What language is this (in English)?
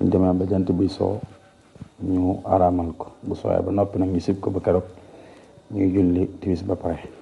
Wolof